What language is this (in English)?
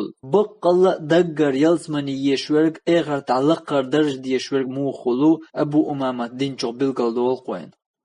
Chechen